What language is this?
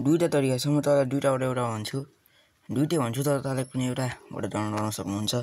Nepali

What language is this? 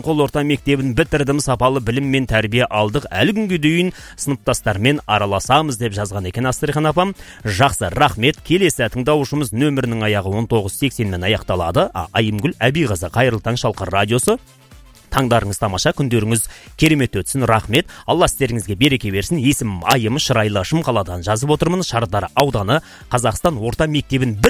Kazakh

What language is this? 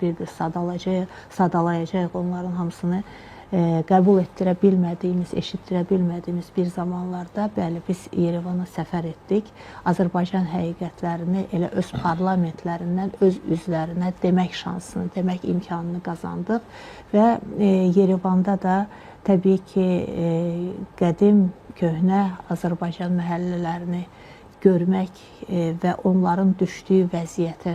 Azerbaijani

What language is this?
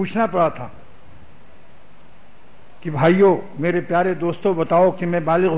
Urdu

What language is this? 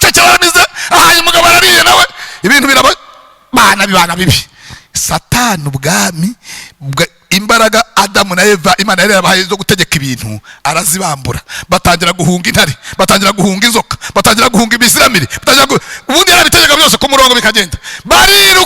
Kinyarwanda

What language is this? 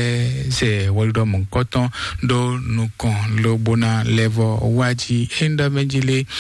Fon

